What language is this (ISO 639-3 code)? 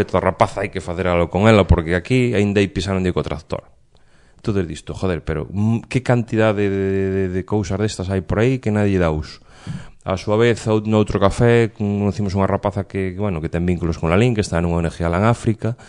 glg